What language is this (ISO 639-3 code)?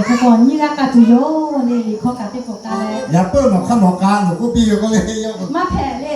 lhu